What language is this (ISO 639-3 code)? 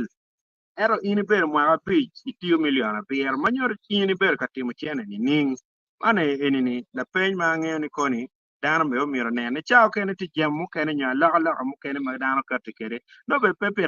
ach